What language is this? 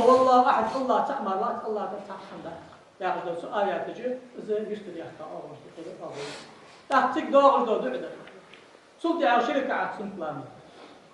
Ingush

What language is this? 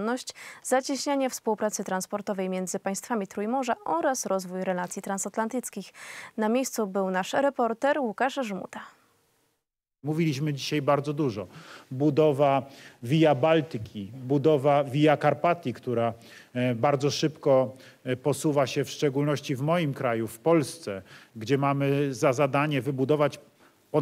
Polish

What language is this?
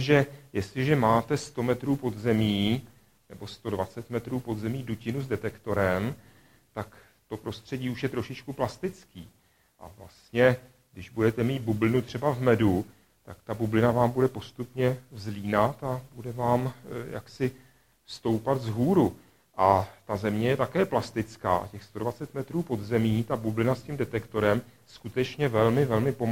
Czech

